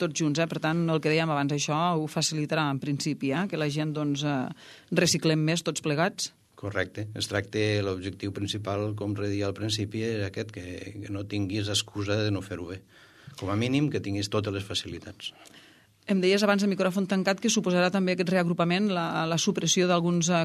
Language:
Catalan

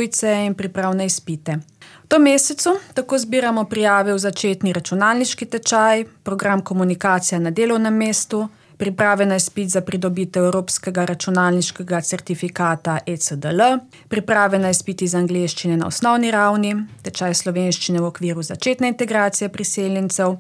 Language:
Slovenian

